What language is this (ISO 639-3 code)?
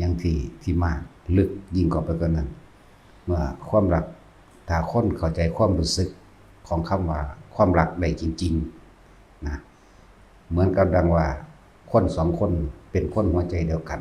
tts